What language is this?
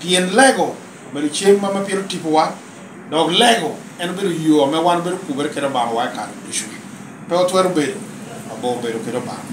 Lango (Uganda)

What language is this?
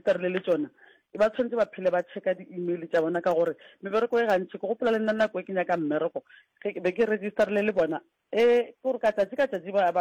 Northern Sotho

